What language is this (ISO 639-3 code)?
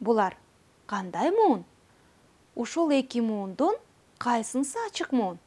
kir